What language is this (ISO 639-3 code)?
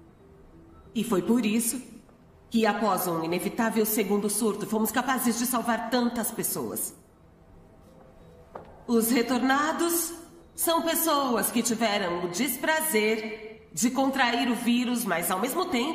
por